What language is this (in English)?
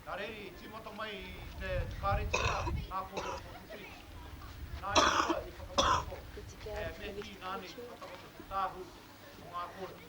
Māori